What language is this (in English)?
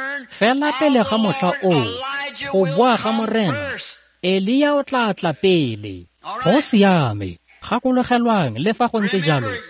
Tswana